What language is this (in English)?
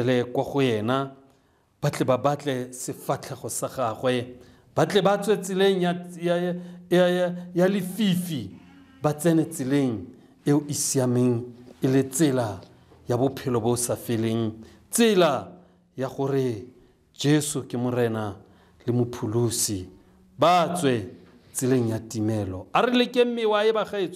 Tswana